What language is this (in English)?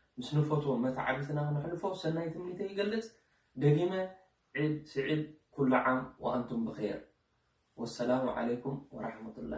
Tigrinya